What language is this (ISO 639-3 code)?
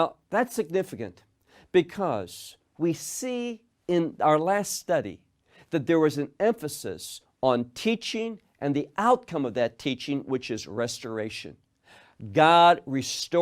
eng